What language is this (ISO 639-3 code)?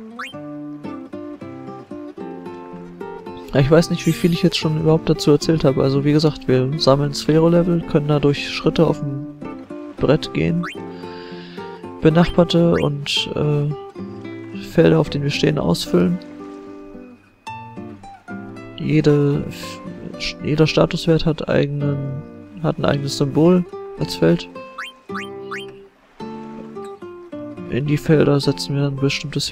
deu